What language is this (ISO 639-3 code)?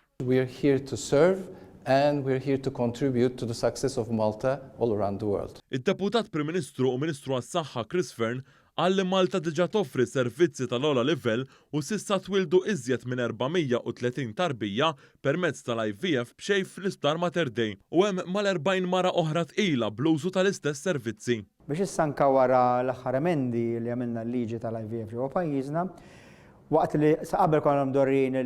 mlt